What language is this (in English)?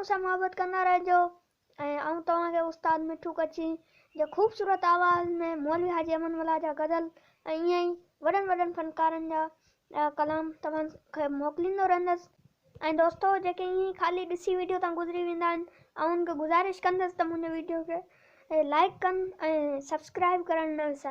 Sindhi